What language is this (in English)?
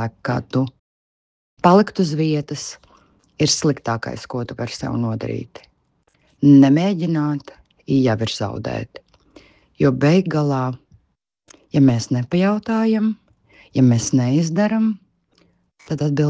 Latvian